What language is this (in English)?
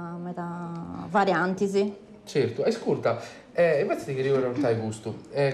Sardinian